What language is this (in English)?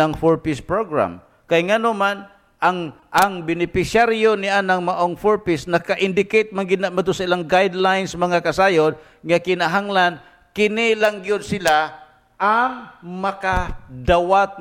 Cebuano